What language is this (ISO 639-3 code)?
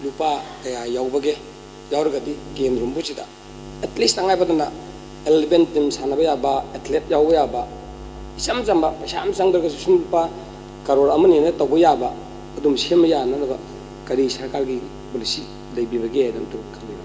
mni